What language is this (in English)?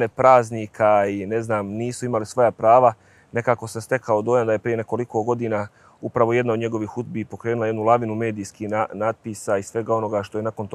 Bosnian